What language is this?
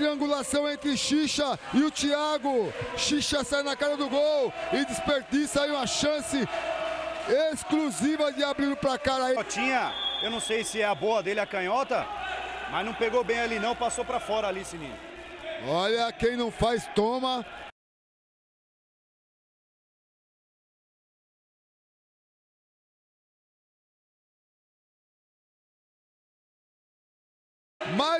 Portuguese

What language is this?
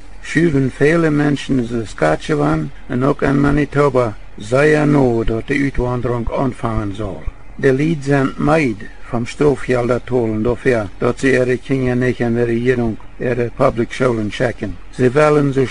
Plautdietsch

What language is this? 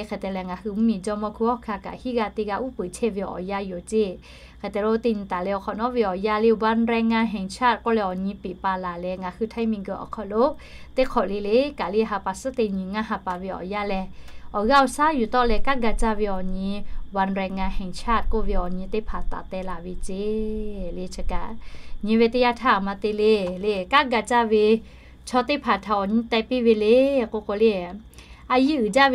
Lahu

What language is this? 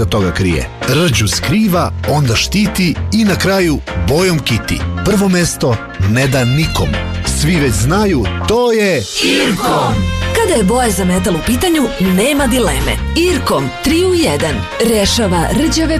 Serbian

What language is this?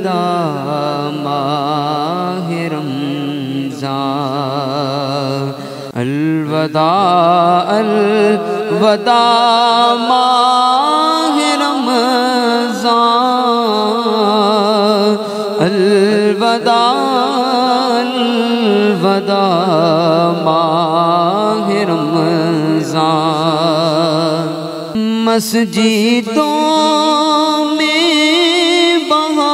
Urdu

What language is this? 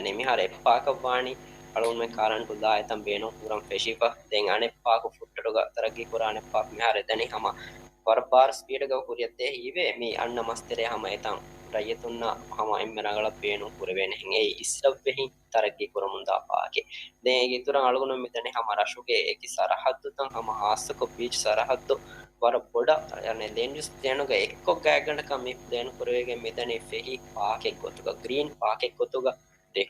Divehi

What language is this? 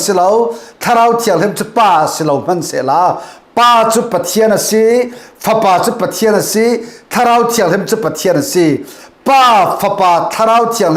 Falam Chin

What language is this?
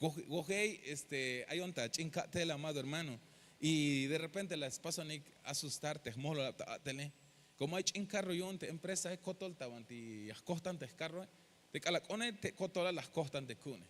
Tzeltal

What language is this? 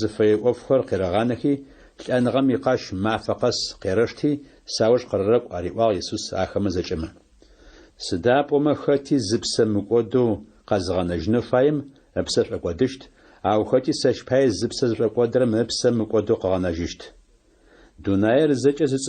Adyghe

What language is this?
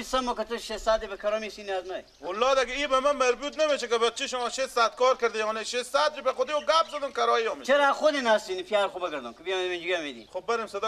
Persian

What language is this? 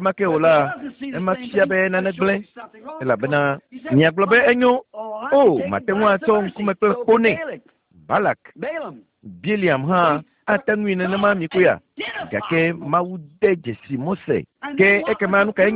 Ewe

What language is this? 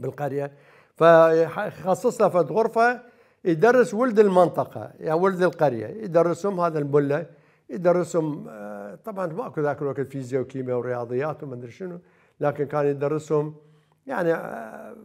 Mesopotamian Arabic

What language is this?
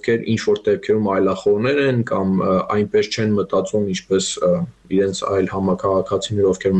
Armenian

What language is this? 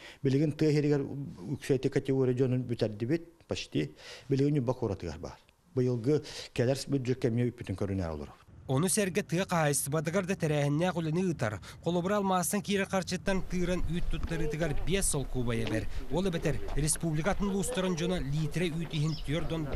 Yakut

